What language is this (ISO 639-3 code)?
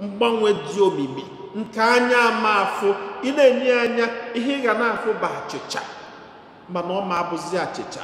ibo